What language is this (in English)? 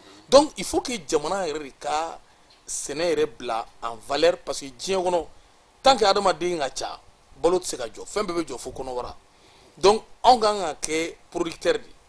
Bambara